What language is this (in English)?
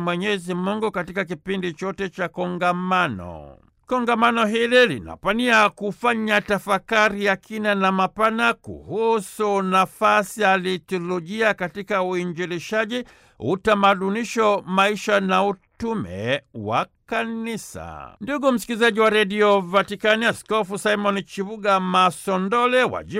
Swahili